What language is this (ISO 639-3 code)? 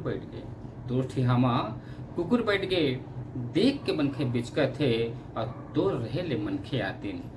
hne